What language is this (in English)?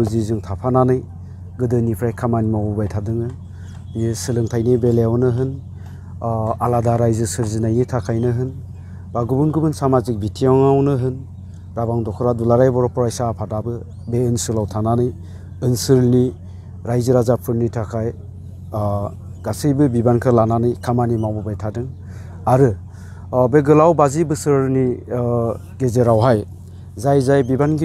Bodo